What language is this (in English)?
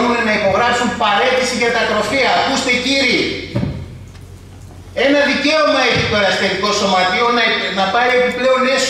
Greek